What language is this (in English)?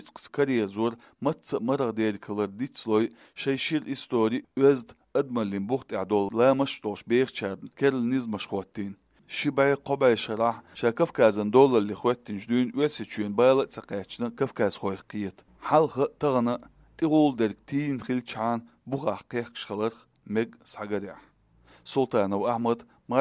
Chechen